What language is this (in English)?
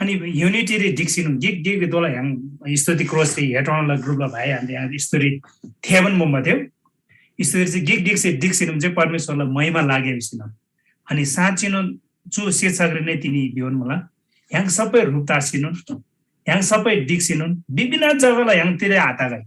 Eastern Tamang